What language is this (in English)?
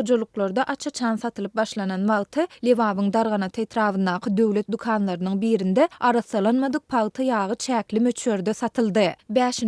Turkmen